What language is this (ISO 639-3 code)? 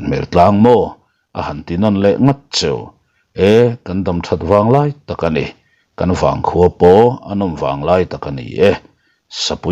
lus